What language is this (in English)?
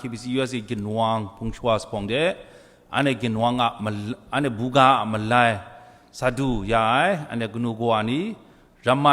Kachin